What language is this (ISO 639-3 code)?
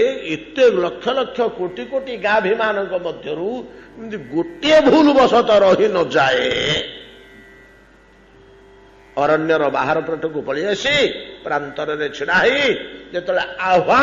ori